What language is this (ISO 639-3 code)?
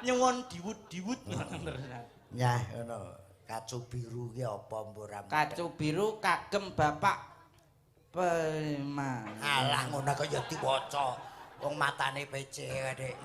jav